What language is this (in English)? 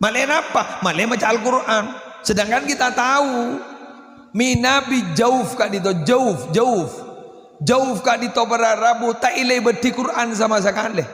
Madurese